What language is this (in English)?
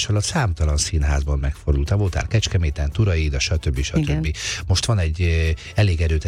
Hungarian